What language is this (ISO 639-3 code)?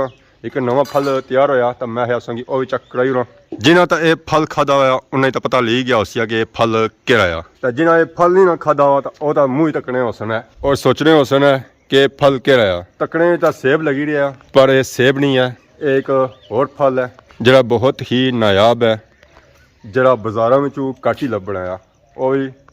phr